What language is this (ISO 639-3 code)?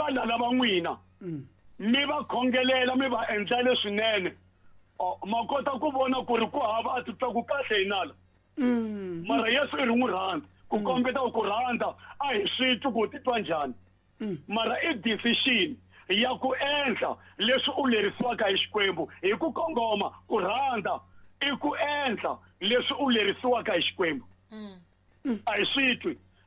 tso